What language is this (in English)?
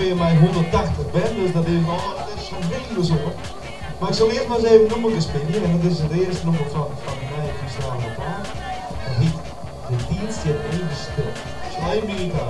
Western Frisian